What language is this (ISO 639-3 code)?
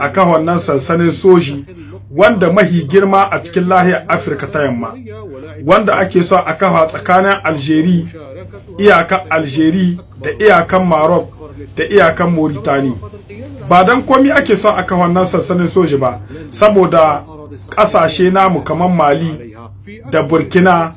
hau